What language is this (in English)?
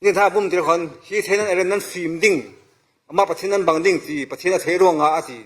Falam Chin